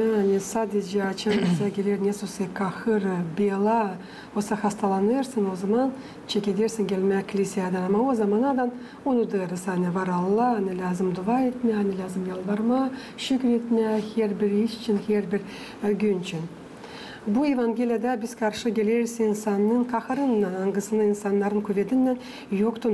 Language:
Gagauz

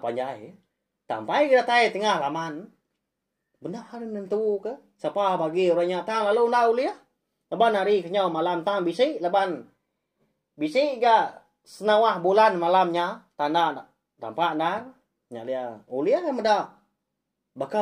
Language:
Iban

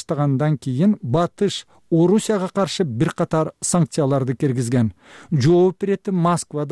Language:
Kyrgyz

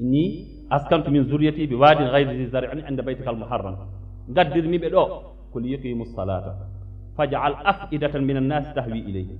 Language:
Fula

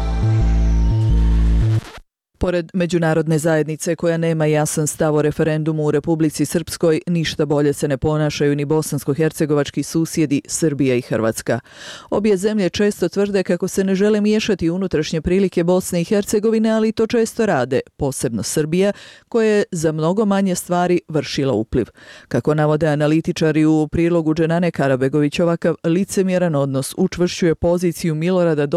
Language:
Bosnian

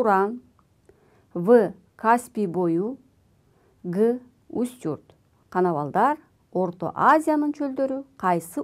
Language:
Kyrgyz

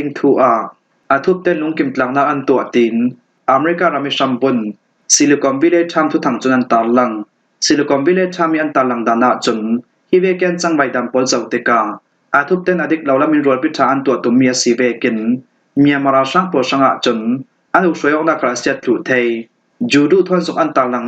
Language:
Falam Chin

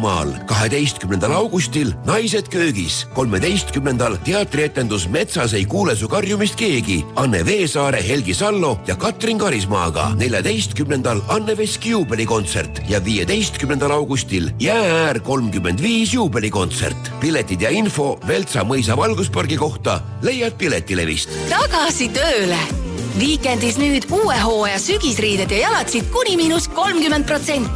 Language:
Estonian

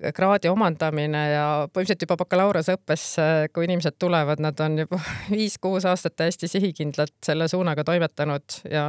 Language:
Estonian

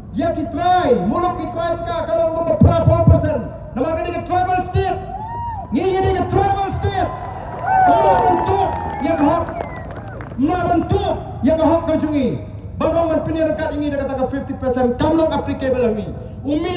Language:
Khasi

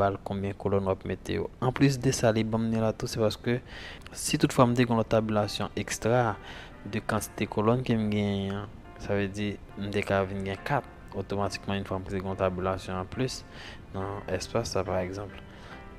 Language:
Haitian Creole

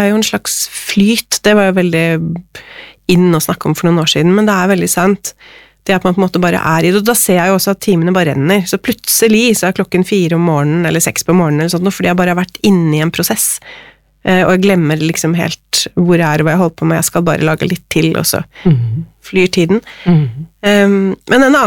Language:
Norwegian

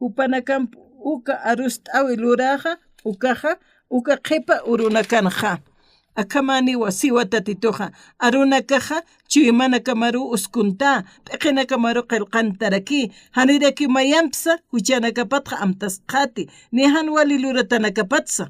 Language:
Aymara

